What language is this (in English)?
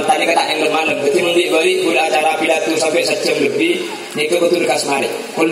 Madurese